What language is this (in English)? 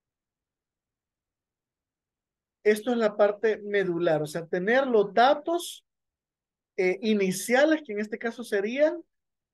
Spanish